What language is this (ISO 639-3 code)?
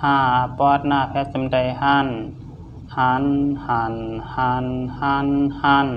shn